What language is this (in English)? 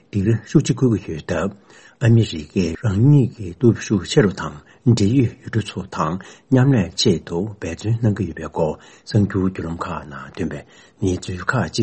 Tibetan